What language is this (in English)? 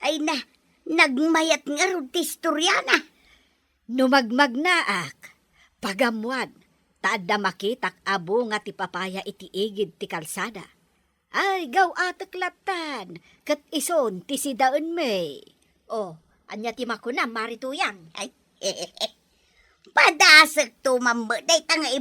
Iloko